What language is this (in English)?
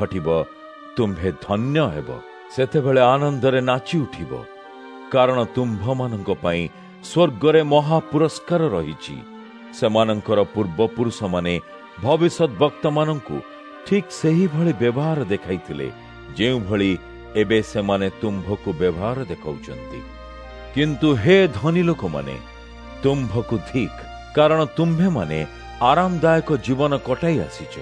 Odia